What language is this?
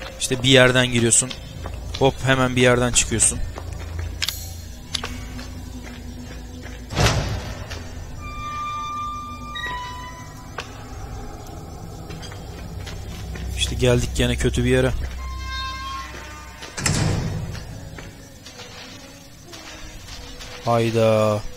Turkish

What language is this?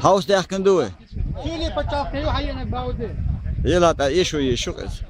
Chechen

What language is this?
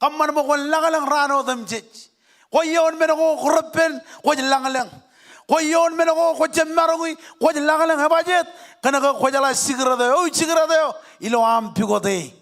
Marshallese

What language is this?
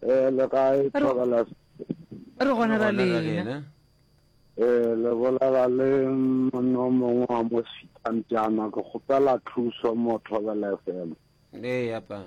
Northern Sotho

